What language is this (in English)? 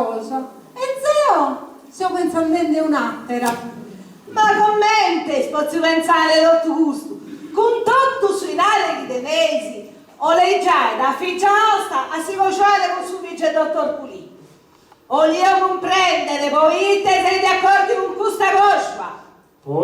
Sardinian